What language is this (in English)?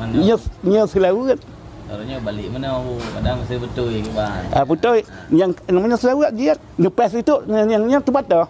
Achinese